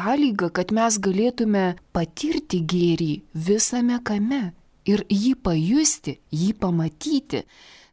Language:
Lithuanian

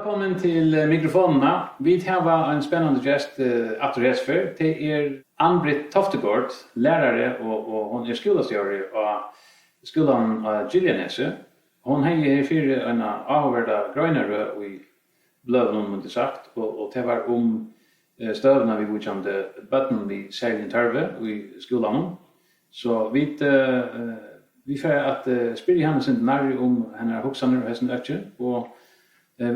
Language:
Faroese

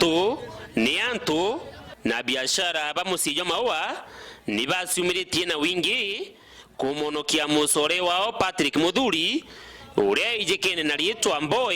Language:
Meru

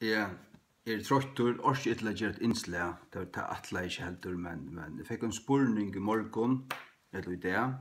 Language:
Faroese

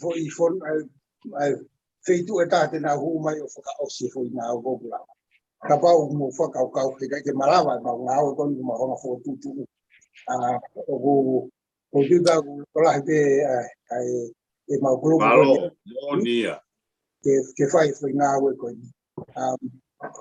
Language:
Tongan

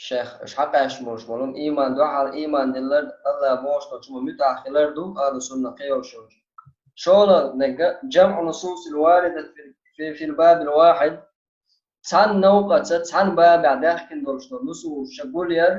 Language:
Chechen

